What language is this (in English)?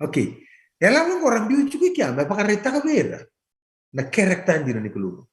Fijian